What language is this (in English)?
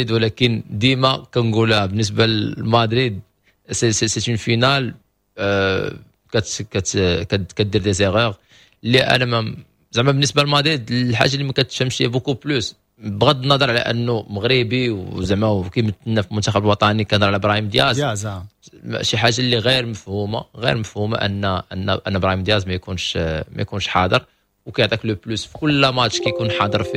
Moroccan Arabic